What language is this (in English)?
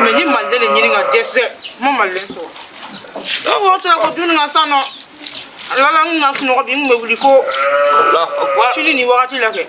Bambara